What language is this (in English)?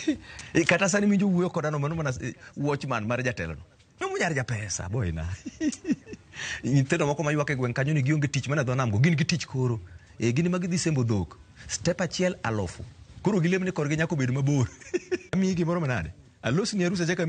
Luo (Kenya and Tanzania)